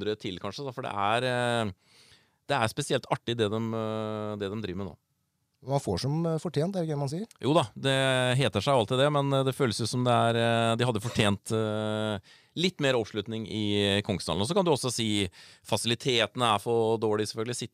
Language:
Norwegian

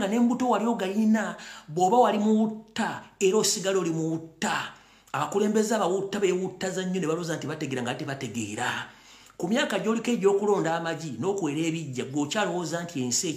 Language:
Ganda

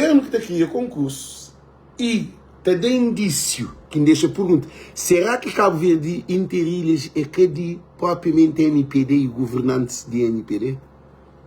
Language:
Kabuverdianu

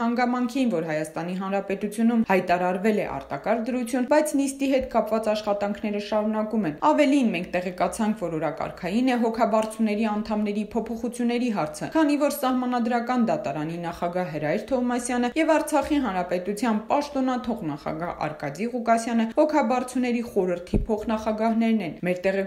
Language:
Armenian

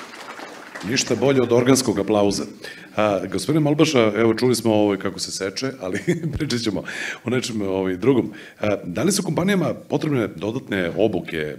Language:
Serbian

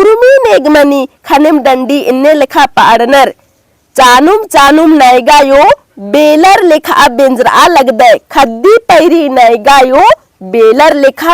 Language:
Kurukh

